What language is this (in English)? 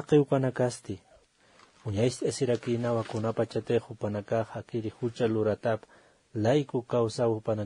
Aymara